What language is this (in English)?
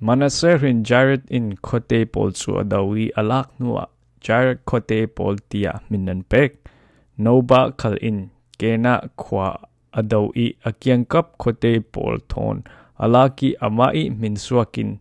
Falam Chin